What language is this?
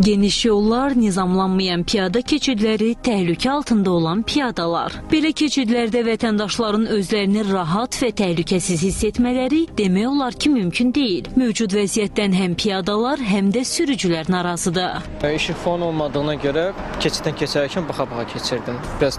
Azerbaijani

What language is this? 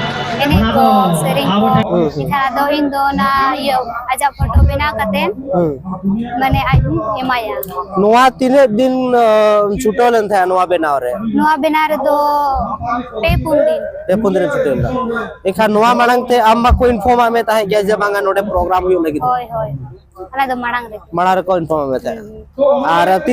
Santali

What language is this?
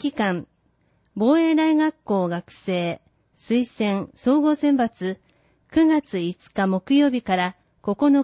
Japanese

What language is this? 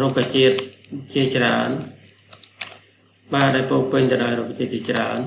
Khmer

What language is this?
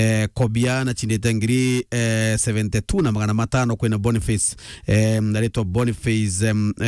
Meru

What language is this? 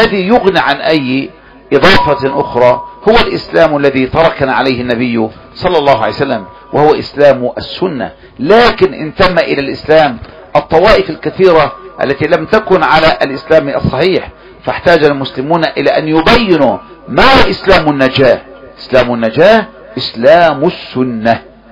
Arabic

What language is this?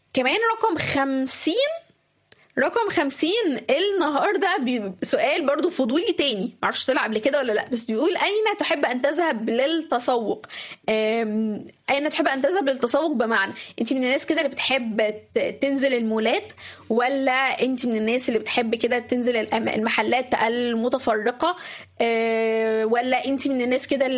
Egyptian Arabic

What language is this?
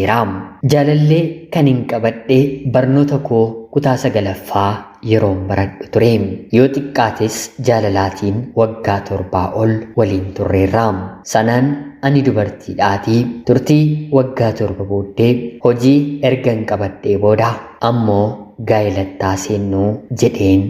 Oromo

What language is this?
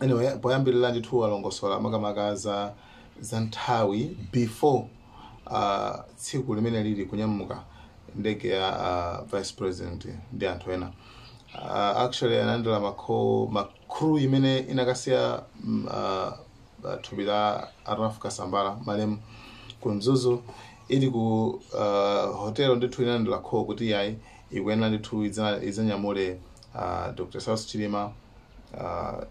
Nyanja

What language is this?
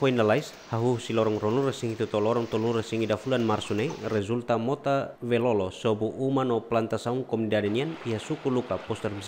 Tetum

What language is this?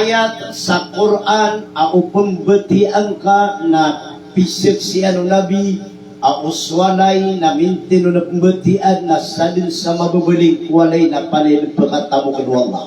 Maranao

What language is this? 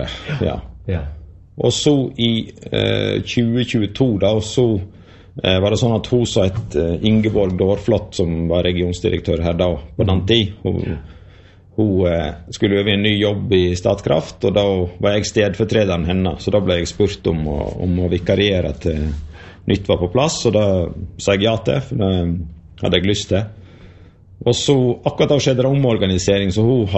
Norwegian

